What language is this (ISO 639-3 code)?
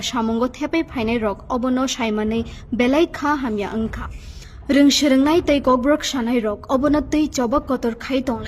trp